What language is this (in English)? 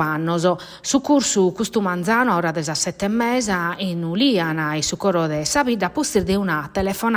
Sardinian